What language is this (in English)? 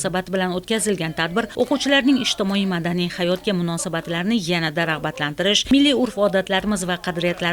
Uzbek